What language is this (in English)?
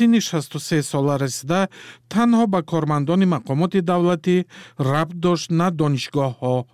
Persian